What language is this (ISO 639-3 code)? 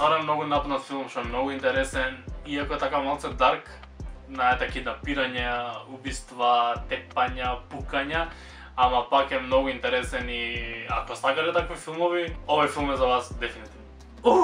mkd